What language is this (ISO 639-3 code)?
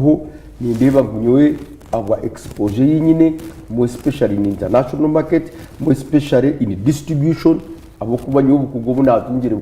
nyn